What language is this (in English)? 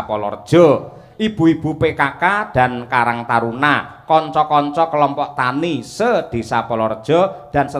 Javanese